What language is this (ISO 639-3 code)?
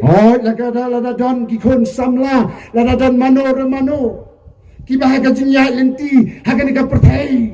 kha